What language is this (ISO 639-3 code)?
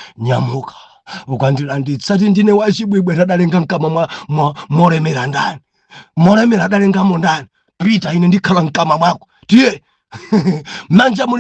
nya